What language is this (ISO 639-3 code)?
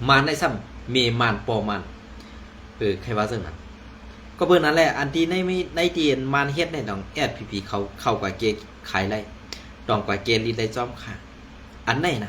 shn